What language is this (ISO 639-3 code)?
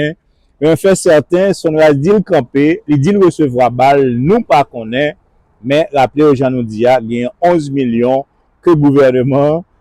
hat